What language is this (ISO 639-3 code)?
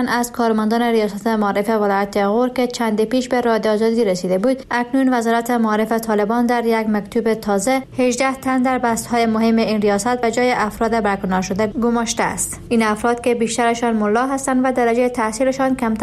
fas